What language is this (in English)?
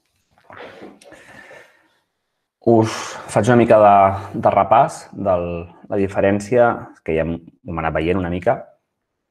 Catalan